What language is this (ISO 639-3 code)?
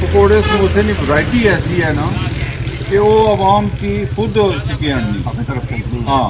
phr